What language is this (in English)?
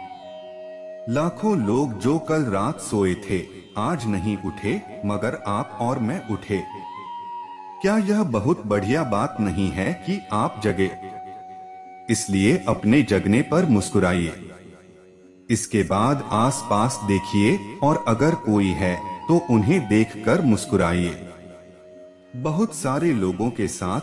Hindi